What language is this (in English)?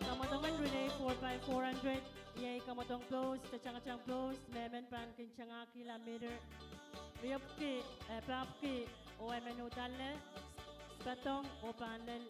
Pohnpeian